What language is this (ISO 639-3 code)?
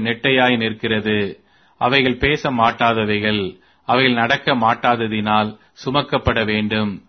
tam